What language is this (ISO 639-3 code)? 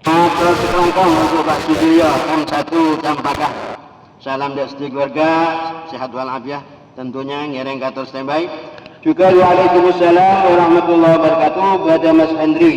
mad